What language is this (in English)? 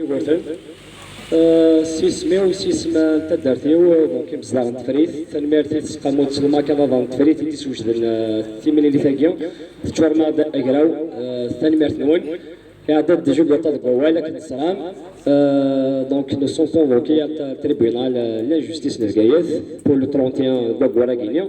Kabyle